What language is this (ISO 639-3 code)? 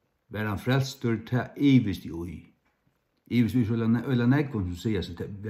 fao